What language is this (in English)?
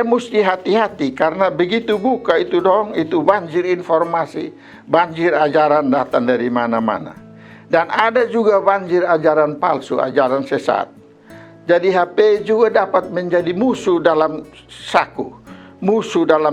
Kupang Malay